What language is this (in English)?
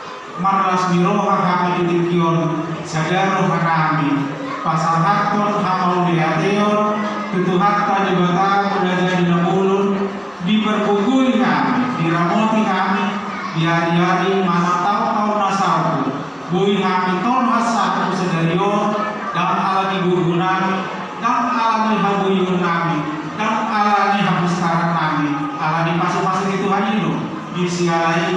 Batak Toba